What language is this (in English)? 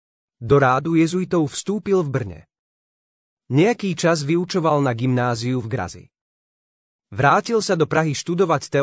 Slovak